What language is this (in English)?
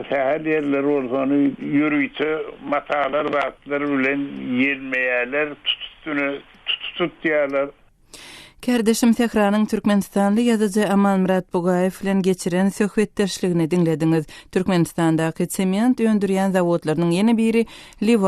Turkmen